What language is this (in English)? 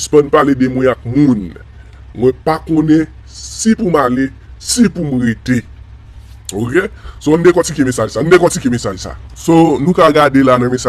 Haitian Creole